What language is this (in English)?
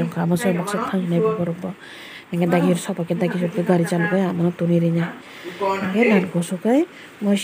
Kok Borok